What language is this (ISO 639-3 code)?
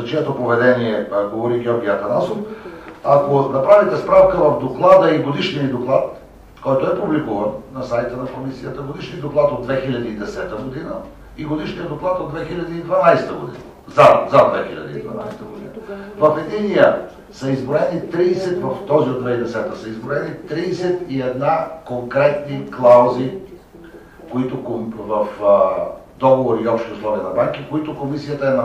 bul